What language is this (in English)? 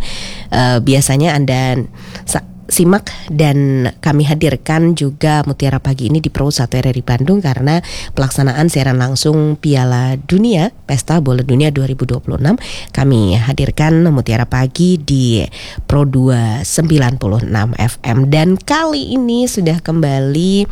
Indonesian